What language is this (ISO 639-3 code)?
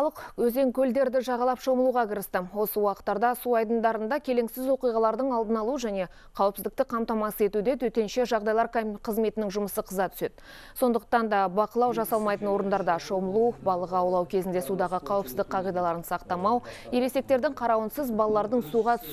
kaz